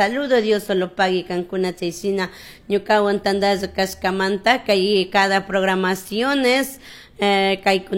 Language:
Chimborazo Highland Quichua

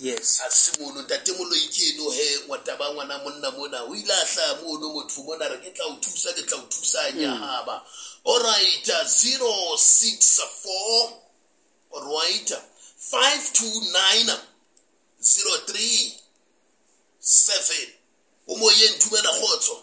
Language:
Southern Sotho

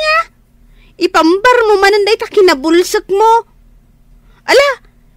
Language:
Iloko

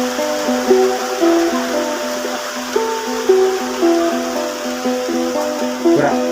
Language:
Lao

